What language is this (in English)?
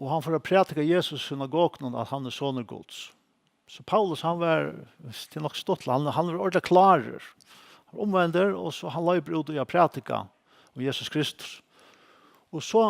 Faroese